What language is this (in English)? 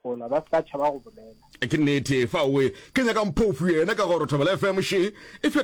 Northern Sotho